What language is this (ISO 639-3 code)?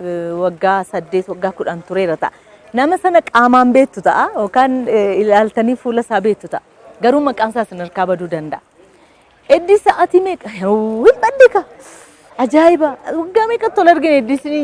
orm